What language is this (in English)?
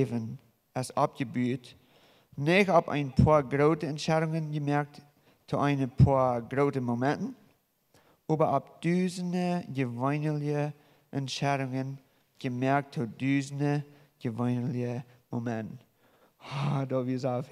Plautdietsch